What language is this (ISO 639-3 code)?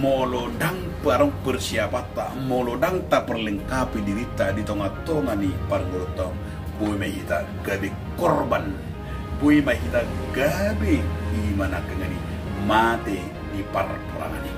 bbc